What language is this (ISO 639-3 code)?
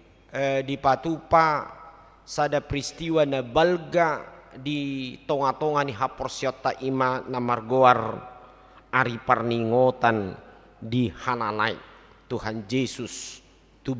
bbc